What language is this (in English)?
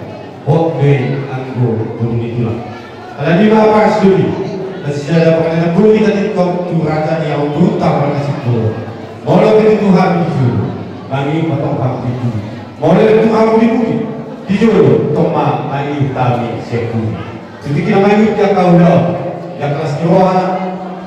Batak Toba